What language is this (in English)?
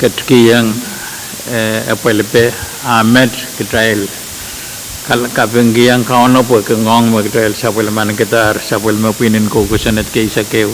Pohnpeian